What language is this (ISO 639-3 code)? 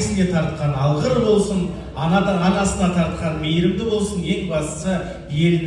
kaz